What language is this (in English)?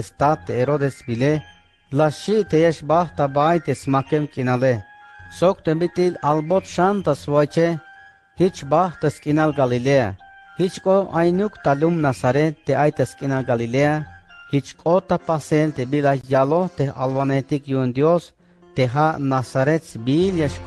Tzeltal